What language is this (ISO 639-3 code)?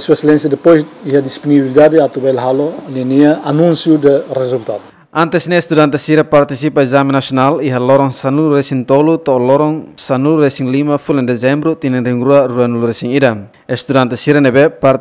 tet